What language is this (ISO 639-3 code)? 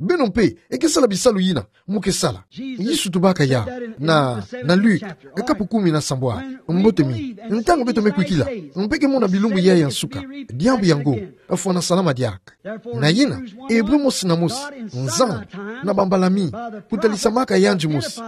ktu